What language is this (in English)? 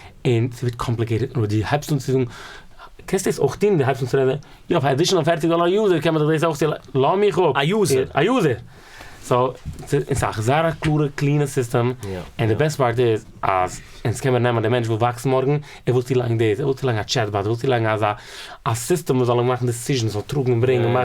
Yiddish